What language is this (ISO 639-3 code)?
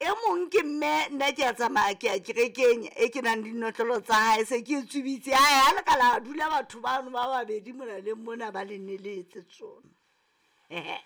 sot